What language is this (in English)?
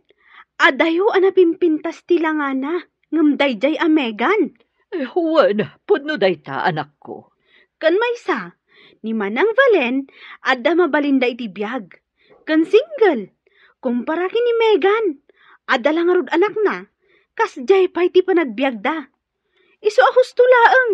Iloko